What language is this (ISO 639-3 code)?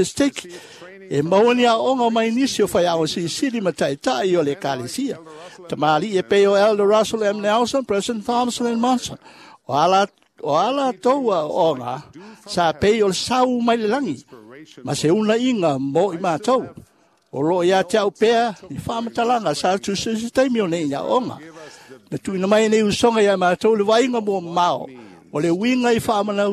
smo